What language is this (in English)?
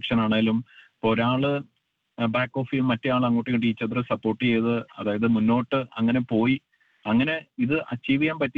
Malayalam